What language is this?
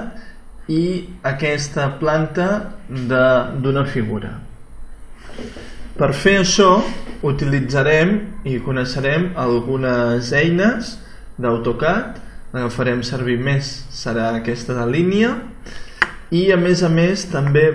Catalan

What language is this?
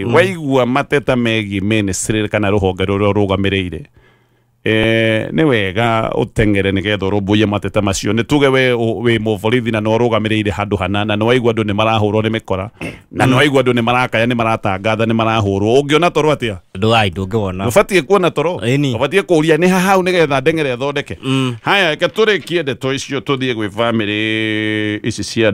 Kikuyu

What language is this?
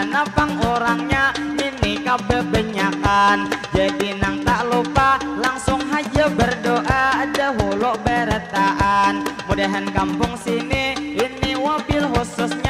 Banjar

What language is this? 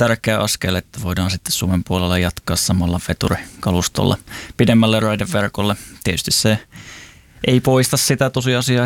Finnish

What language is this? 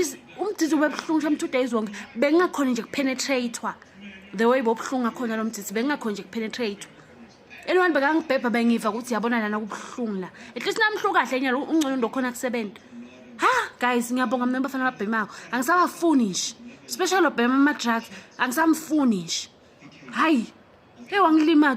Zulu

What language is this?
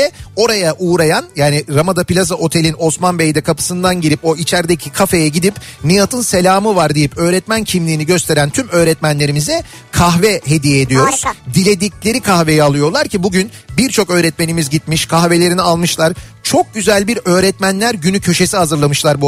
Turkish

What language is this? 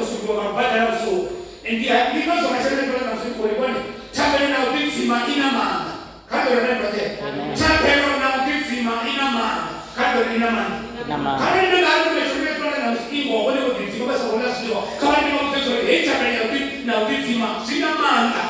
Venda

